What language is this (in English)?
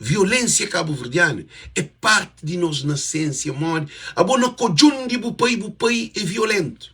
Kabuverdianu